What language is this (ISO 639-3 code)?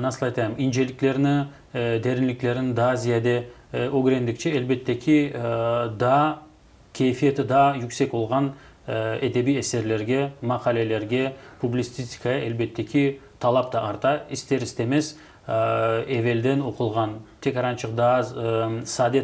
crh